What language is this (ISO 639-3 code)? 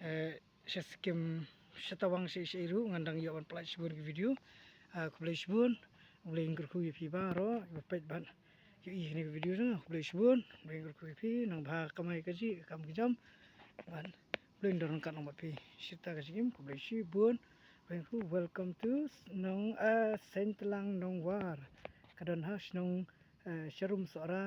kha